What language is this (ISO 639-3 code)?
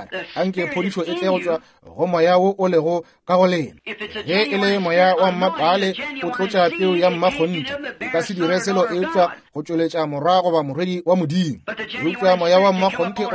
nso